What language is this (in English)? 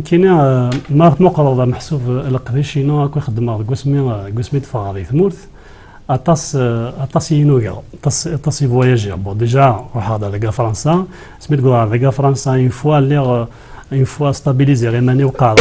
Kabyle